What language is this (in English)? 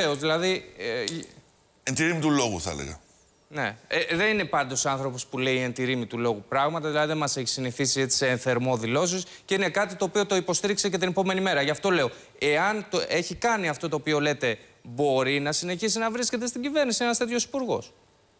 Greek